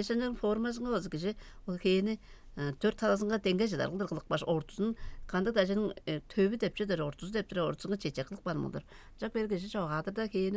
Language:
Tuvinian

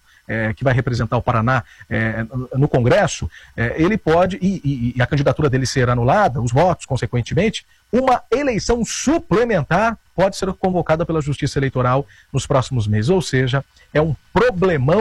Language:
Portuguese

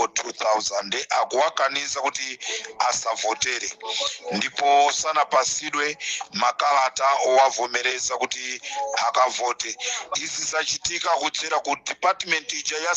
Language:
Nyanja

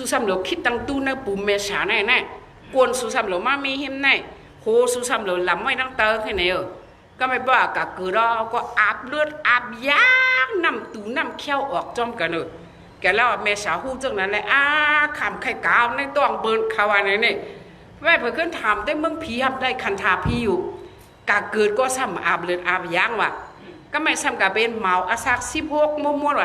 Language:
Shan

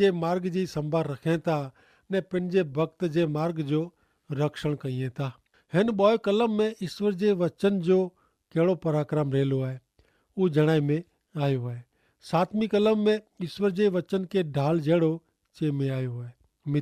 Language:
Kachhi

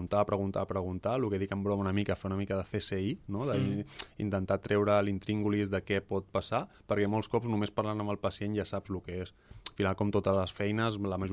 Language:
Catalan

